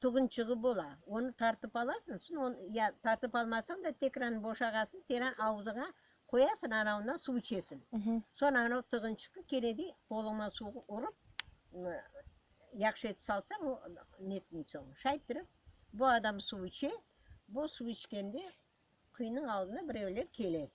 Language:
Crimean Tatar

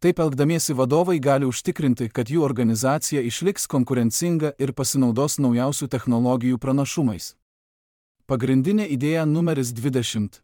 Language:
Lithuanian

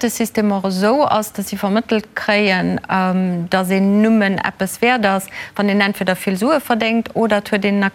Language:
Luxembourgish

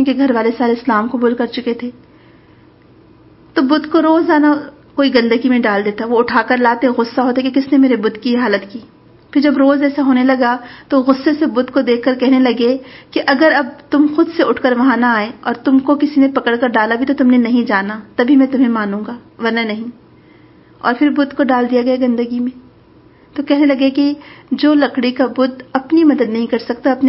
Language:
Urdu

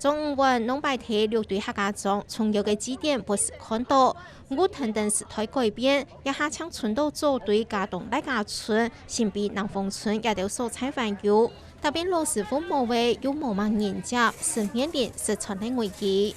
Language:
Hakka Chinese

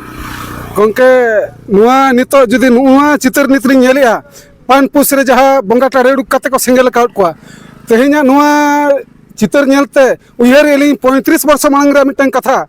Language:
Santali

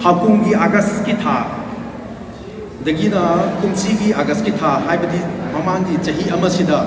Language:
Manipuri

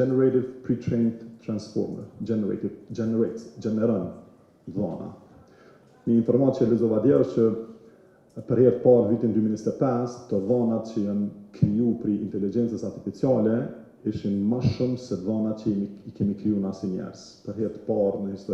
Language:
Albanian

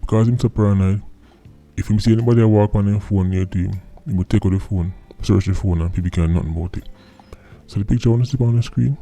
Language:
Jamaican Creole English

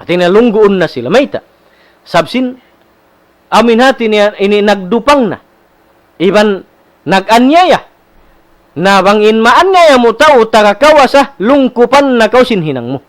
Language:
Tausug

